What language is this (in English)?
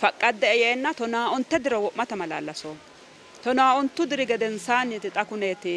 Sidamo